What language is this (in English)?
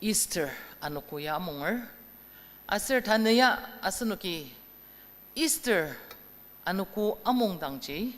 Ao Naga